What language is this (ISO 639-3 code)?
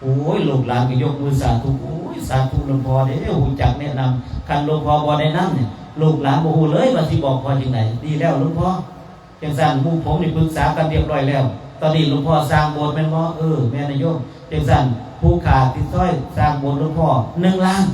tts